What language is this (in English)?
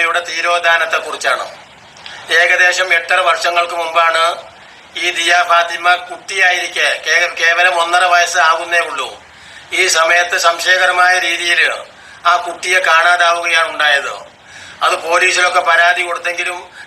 Malayalam